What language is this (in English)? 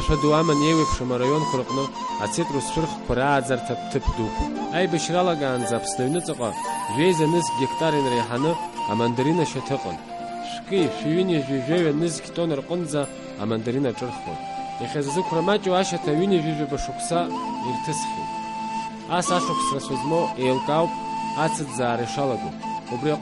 Abkhazian